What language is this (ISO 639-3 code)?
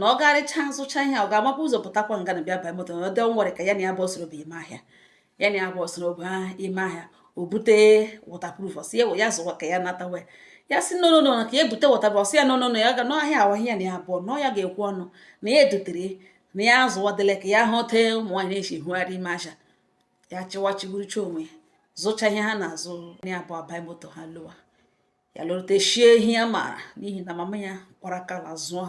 ibo